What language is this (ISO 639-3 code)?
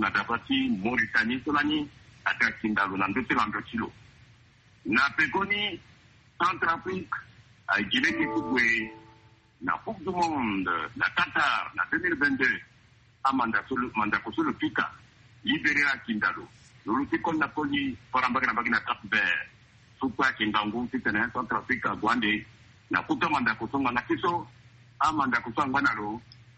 sag